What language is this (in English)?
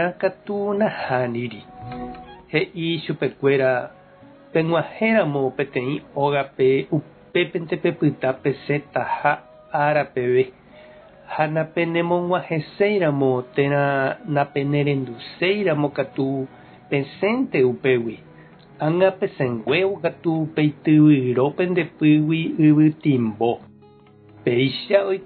Guarani